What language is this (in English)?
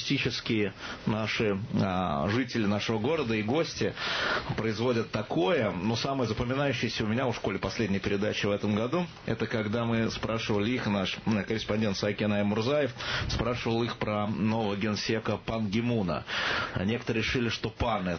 Russian